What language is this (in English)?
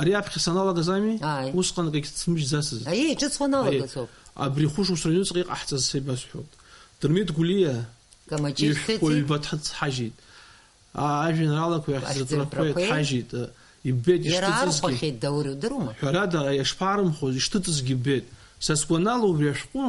Abkhazian